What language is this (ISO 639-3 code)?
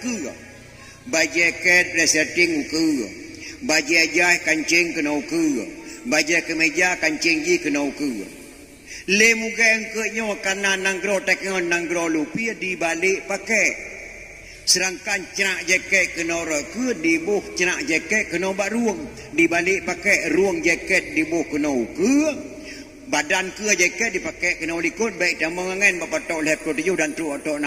ace